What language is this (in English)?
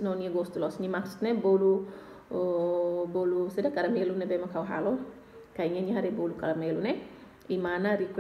Tetum